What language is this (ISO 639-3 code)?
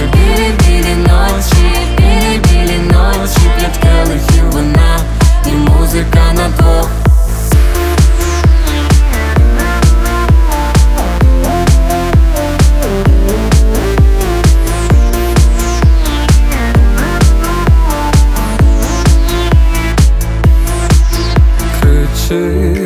ukr